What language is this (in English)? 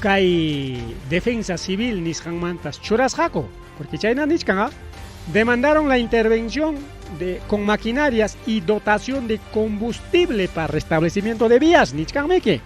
Ayacucho Quechua